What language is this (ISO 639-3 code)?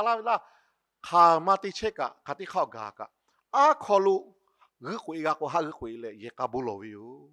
lhu